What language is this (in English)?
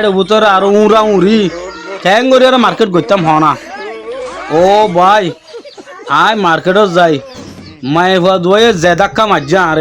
Rohingya